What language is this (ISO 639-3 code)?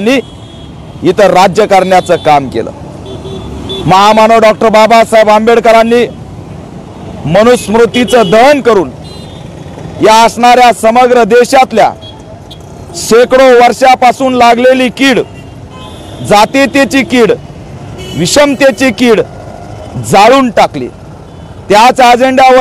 mar